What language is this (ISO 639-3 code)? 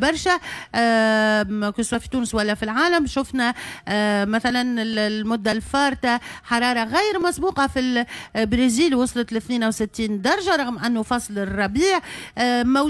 aeb